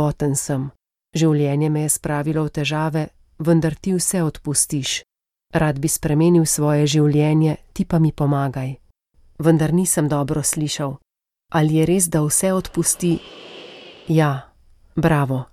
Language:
Slovenian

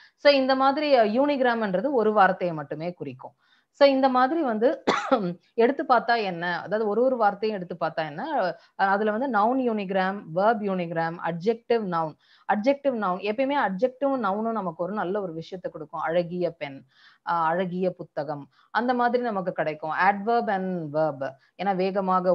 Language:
Tamil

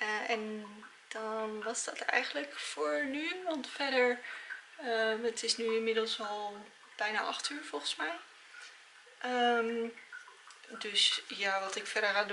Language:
Dutch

